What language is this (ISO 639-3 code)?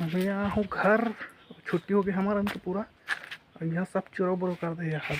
hne